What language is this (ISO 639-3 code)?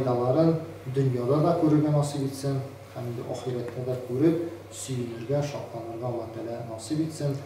tat